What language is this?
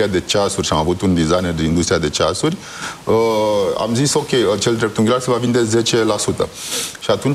Romanian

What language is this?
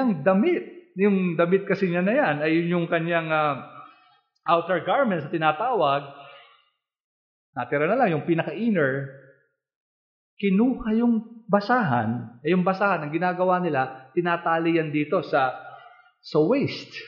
Filipino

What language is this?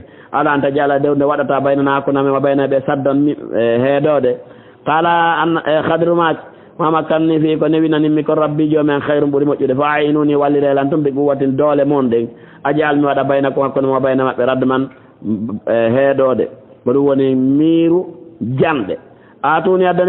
Fula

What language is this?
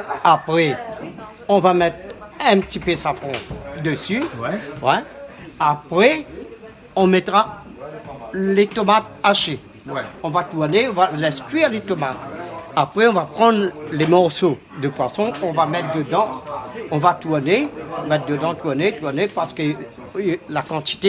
Réunion Creole French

